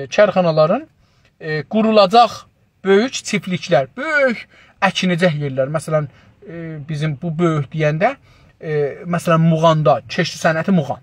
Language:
South Azerbaijani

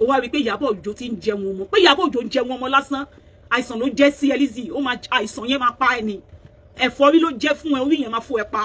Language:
Yoruba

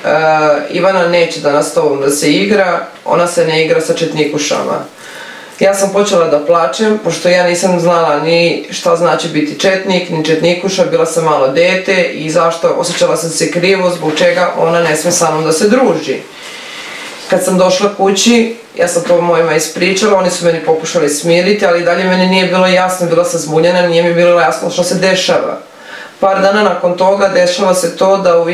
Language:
Serbian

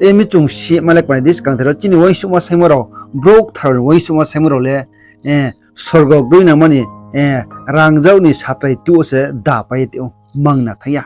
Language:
Riang (India)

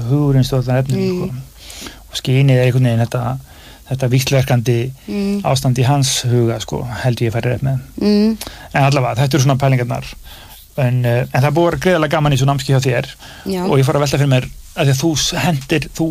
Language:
Icelandic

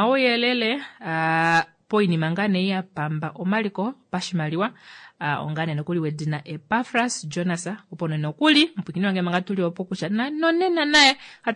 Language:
Kuanyama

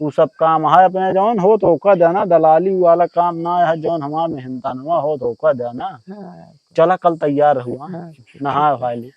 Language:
Awadhi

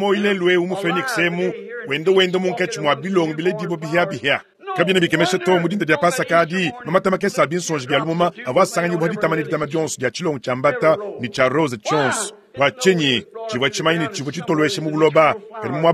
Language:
Luba-Lulua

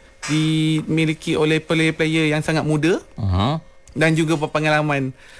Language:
Malay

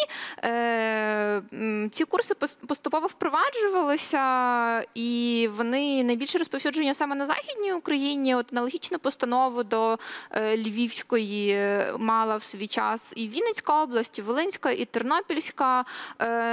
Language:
Ukrainian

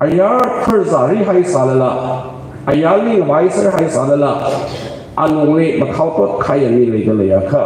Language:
Tangkhul Naga (India)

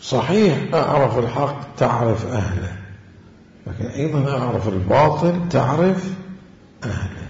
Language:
Mesopotamian Arabic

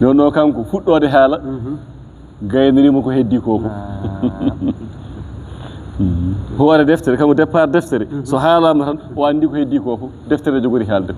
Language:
Fula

